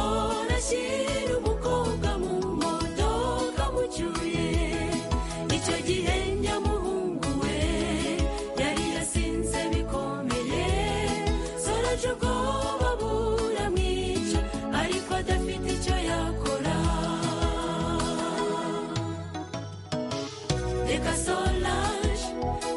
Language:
Kinyarwanda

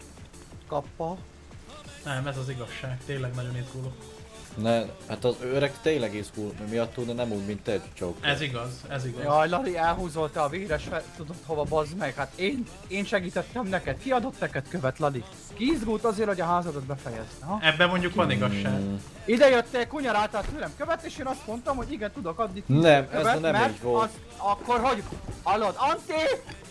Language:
Hungarian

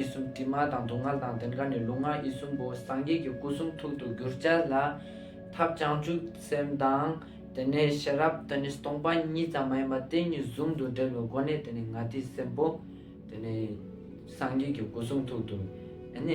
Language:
Ladakhi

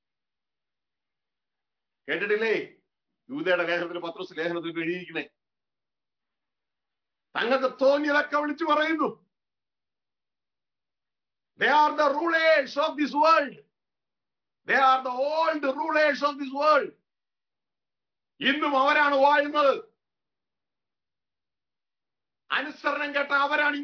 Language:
Malayalam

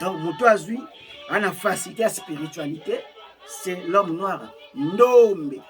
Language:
Lingala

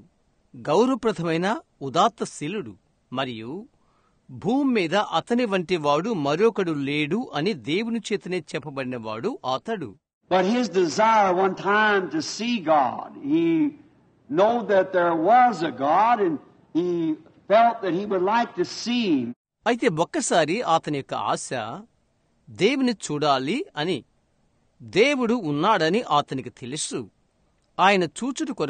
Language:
Telugu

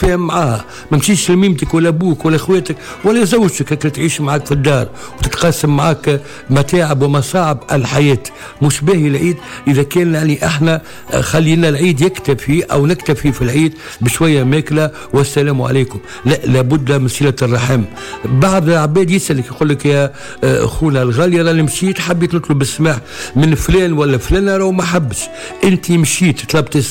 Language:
Tunisian Arabic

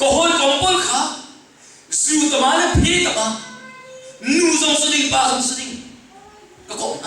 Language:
Hakha Chin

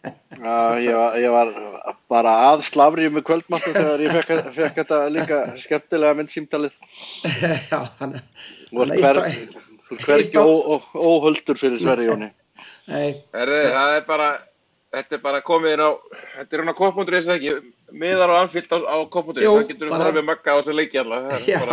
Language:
Icelandic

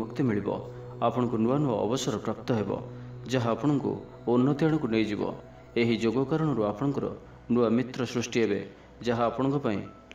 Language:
Odia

